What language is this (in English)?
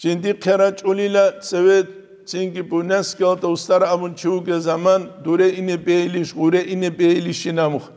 Avaric